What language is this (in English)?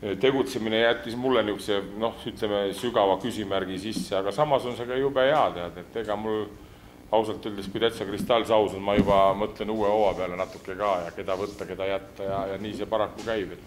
Estonian